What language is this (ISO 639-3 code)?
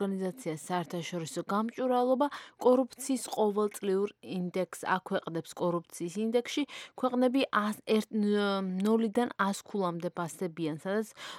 kat